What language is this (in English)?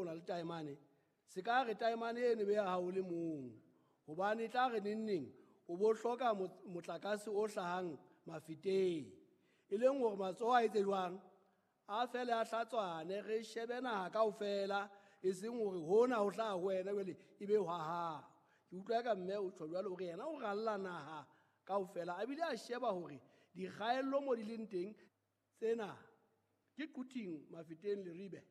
Southern Sotho